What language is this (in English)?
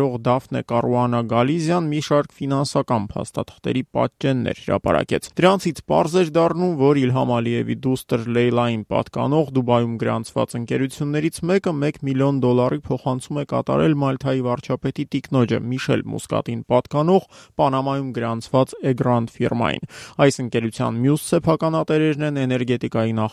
Armenian